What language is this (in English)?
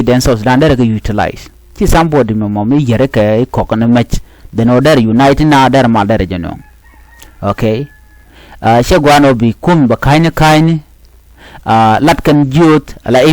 Nuer